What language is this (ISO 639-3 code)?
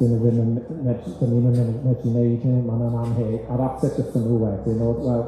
cym